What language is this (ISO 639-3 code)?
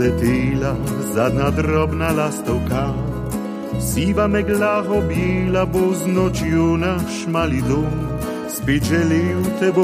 slv